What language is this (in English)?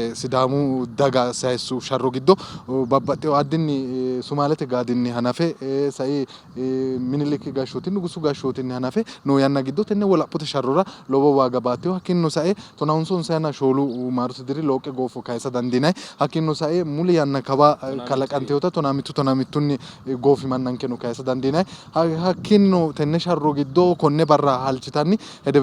Sidamo